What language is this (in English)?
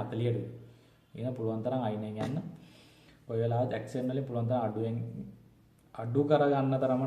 Sinhala